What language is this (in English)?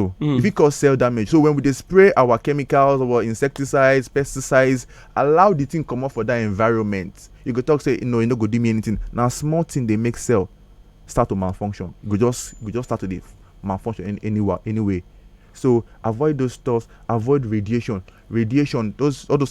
Nigerian Pidgin